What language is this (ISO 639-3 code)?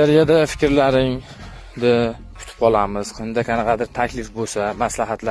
uzb